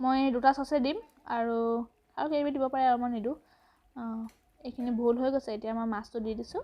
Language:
Assamese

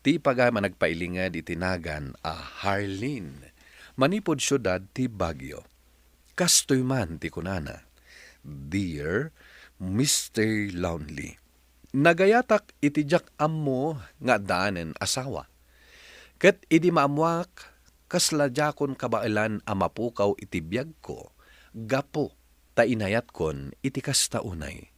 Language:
Iloko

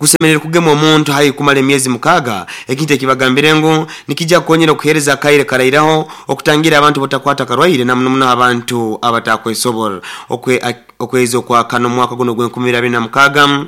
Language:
Nyoro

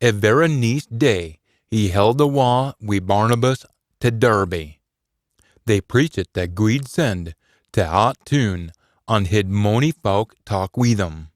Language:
Scots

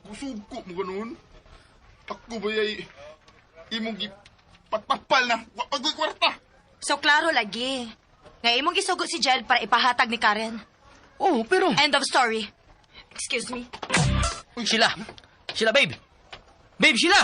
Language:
Cebuano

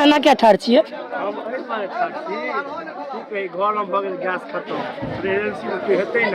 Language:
Maithili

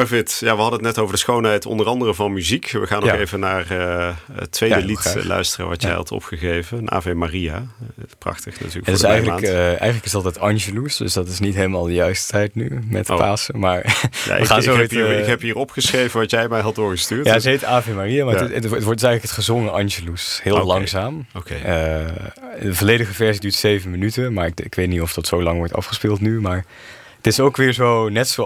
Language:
Dutch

